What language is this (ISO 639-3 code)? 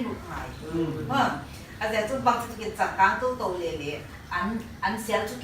pck